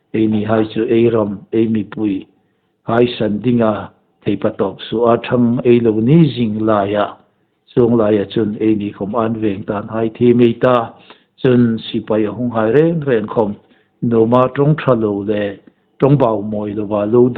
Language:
Hmar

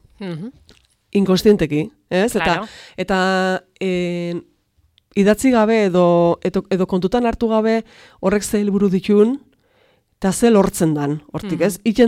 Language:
Basque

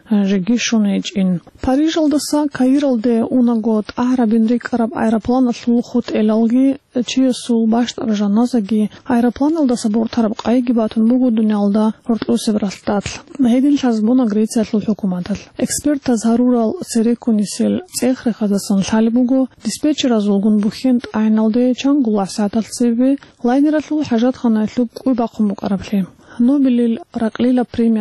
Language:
Avaric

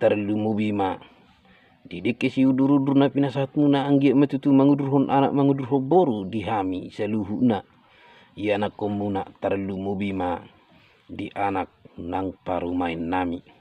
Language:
Batak Toba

